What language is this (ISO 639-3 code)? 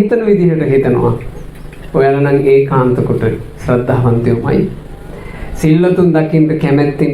sin